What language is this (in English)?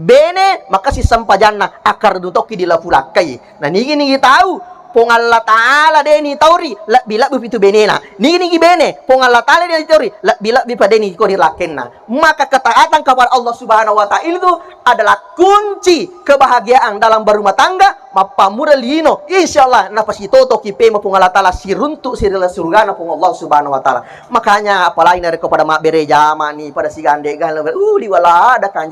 Buginese